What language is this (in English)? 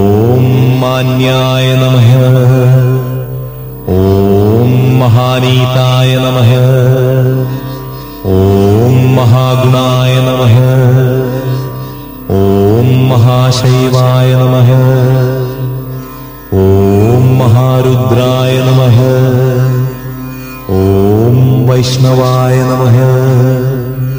Sanskrit